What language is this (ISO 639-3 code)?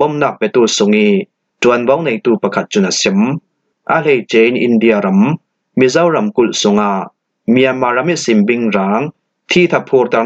cfm